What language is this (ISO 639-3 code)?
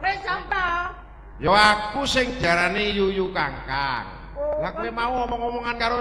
jav